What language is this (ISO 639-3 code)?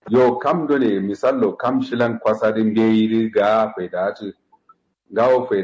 kau